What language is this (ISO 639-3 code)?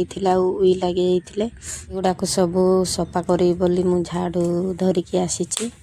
ori